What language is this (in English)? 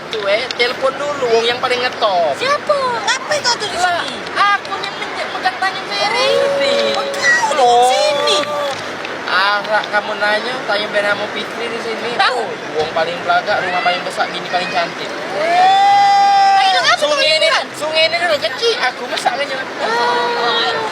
Musi